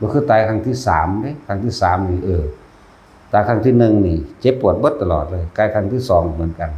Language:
Northeastern Thai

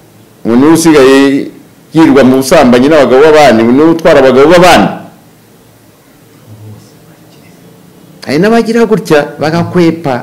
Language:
Kinyarwanda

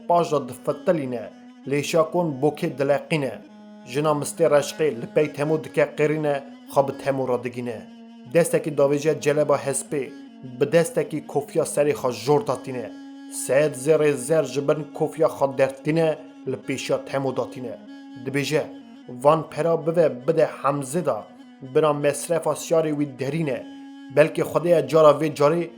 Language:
Kurdish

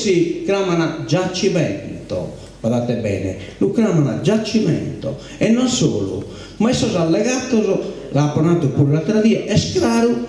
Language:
Sardinian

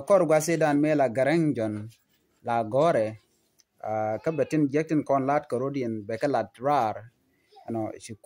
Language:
Nuer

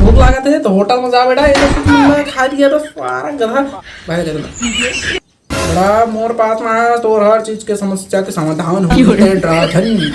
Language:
Chhattisgarhi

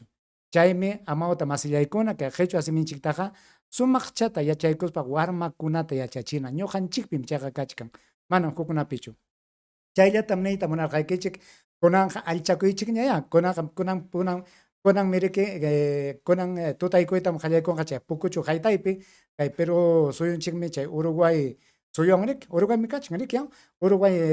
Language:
Ayacucho Quechua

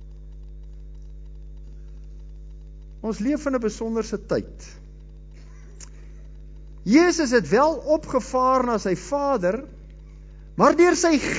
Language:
Afrikaans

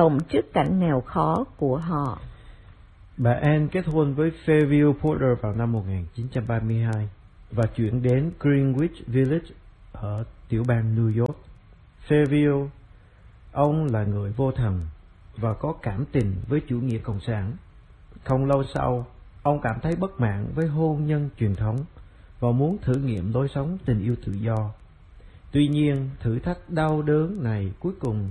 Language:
Vietnamese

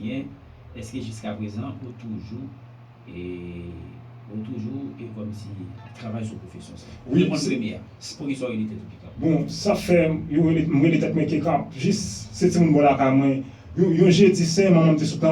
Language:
Haitian Creole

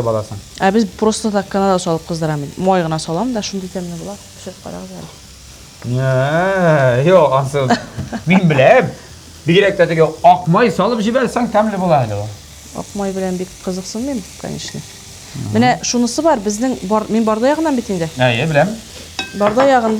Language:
Tatar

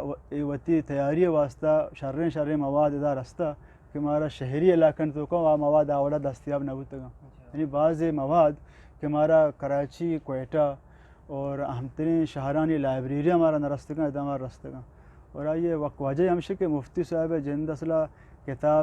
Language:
Eastern Balochi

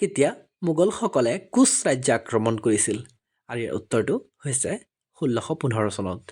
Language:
Assamese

